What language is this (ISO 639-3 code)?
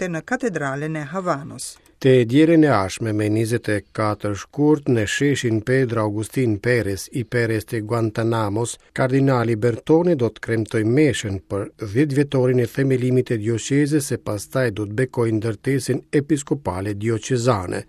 sqi